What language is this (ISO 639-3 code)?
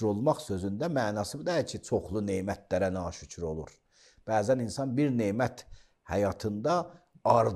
aze